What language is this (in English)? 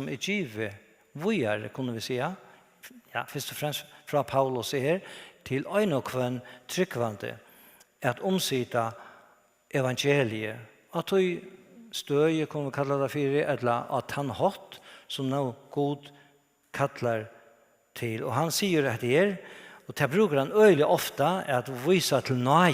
Faroese